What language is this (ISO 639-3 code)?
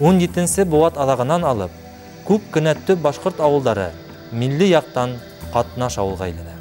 bak